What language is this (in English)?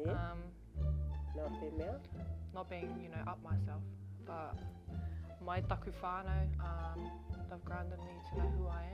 Māori